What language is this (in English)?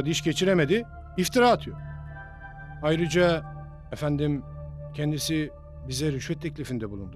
Turkish